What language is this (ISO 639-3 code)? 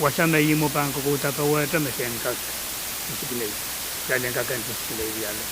pon